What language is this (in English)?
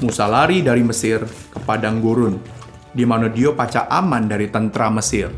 Musi